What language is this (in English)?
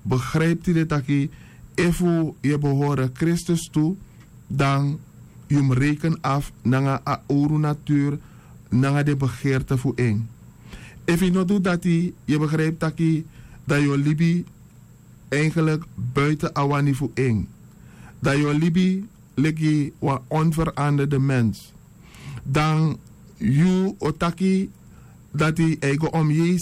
Sranan Tongo